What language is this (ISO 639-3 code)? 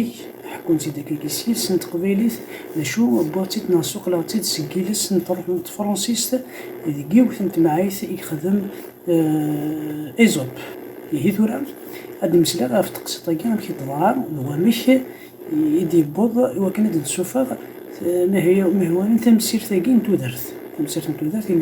kab